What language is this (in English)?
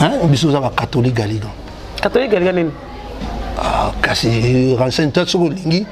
Lingala